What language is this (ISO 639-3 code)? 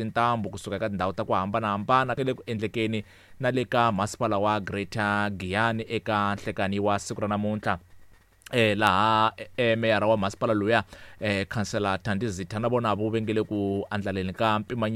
tso